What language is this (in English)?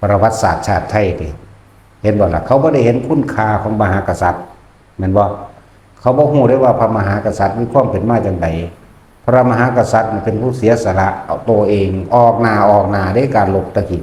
Lao